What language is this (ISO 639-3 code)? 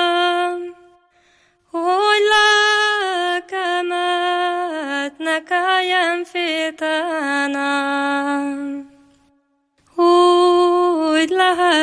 hun